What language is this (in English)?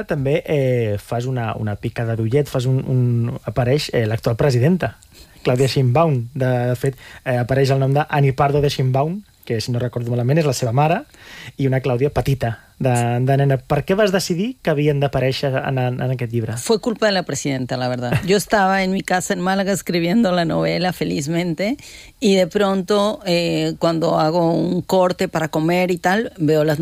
Catalan